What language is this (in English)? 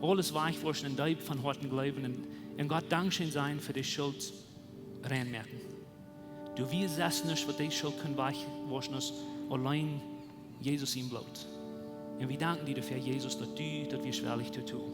Plautdietsch